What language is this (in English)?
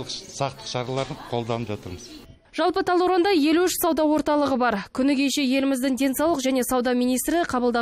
Kazakh